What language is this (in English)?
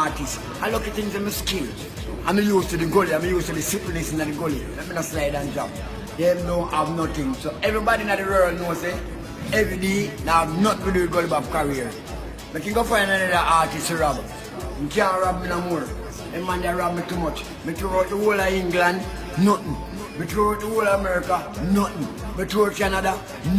Jamaican Creole English